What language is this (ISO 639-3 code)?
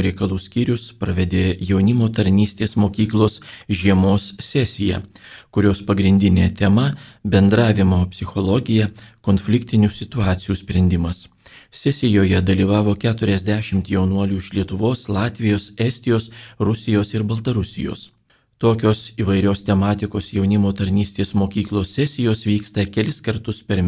lit